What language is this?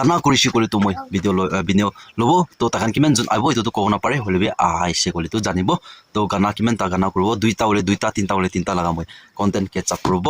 Naga Pidgin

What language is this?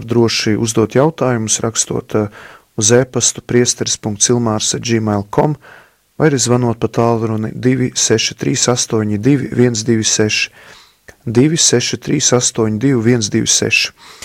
Latvian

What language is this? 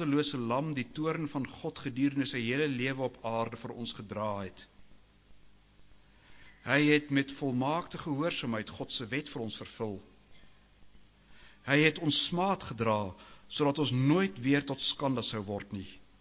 Afrikaans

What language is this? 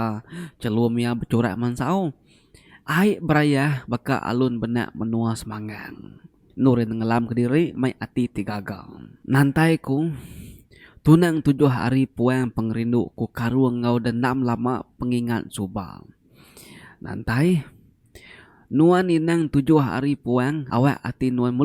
Iban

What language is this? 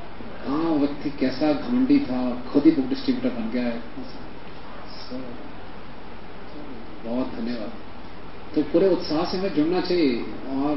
Hindi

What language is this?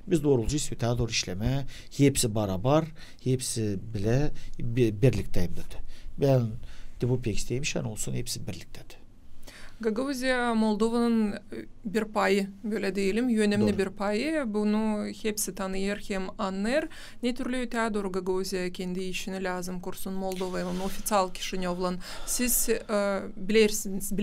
Gagauz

